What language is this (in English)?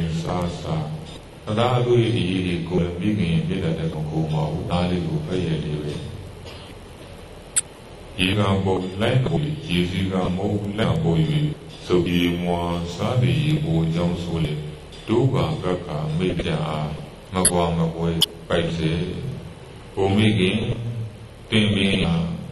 Burmese